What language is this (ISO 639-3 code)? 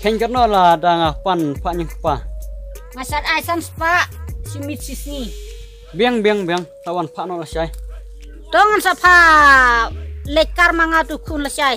kha